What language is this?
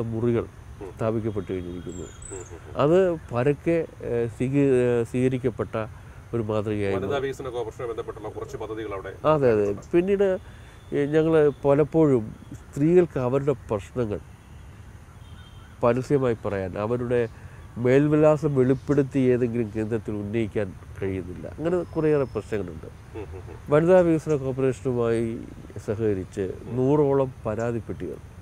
Malayalam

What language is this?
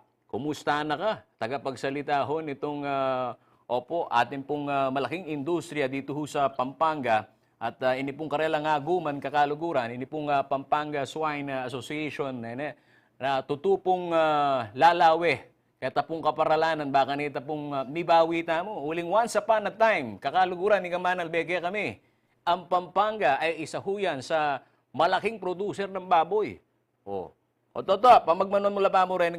Pampanga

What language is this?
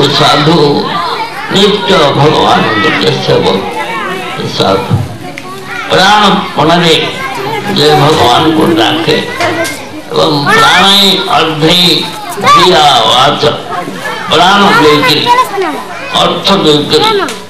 Odia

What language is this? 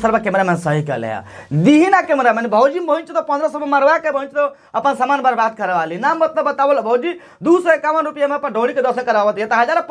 Bhojpuri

